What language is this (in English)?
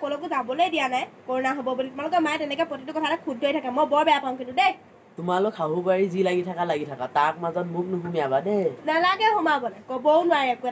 Assamese